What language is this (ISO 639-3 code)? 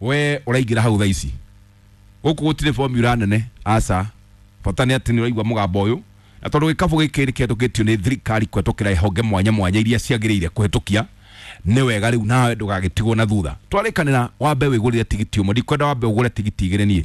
kik